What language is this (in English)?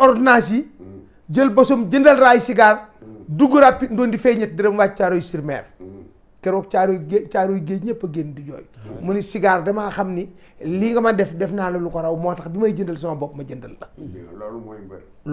Wolof